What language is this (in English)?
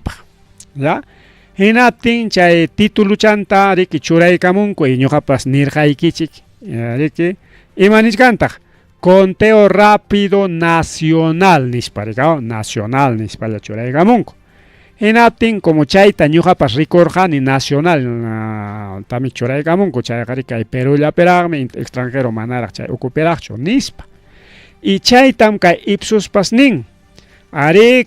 Ayacucho Quechua